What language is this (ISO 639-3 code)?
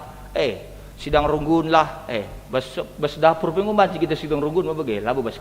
btx